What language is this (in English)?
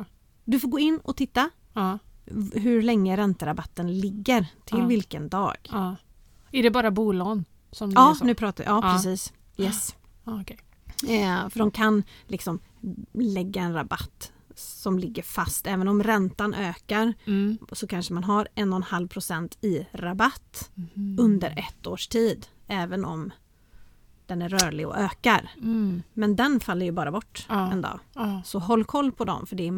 Swedish